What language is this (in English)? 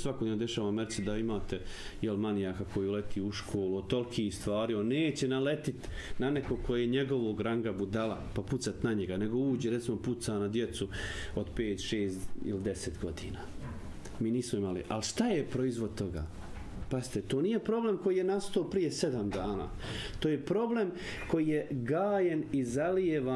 Bosnian